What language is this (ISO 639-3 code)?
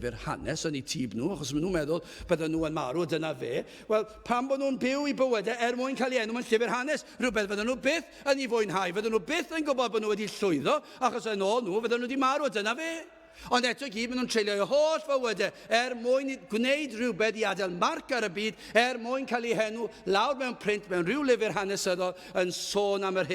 cym